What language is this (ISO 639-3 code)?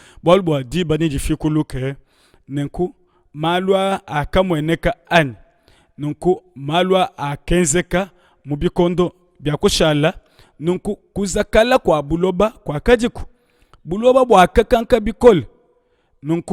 lua